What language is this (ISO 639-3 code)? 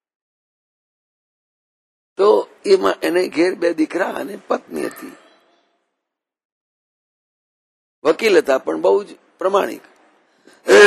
guj